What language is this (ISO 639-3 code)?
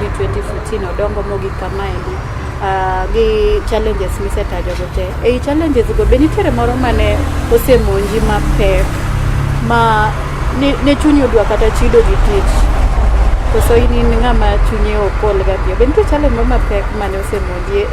luo